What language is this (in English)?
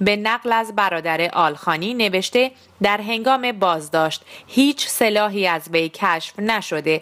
Persian